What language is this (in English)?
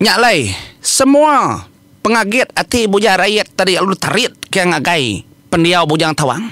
Iban